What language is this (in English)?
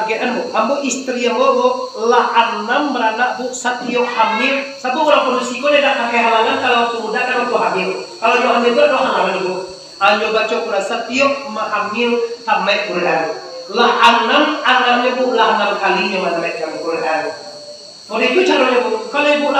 Minangkabau